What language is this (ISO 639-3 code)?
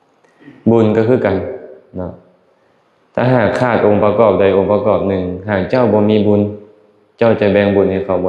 lao